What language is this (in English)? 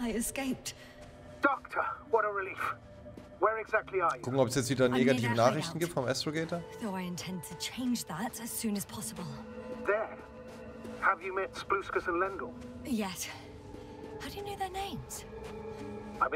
German